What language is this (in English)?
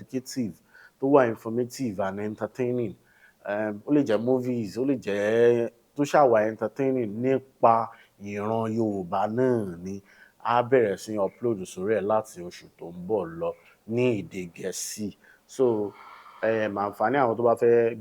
Yoruba